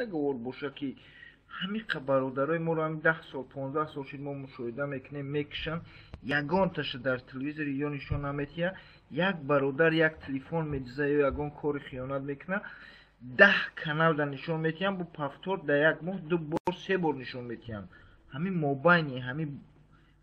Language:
Tajik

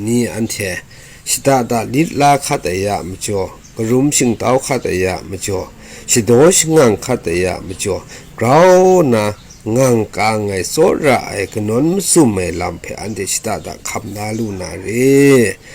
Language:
Kachin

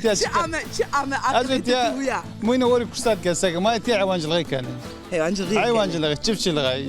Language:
Zaza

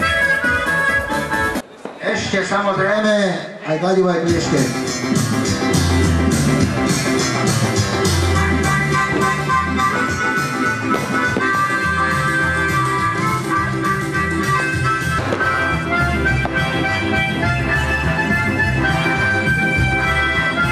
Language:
Slovak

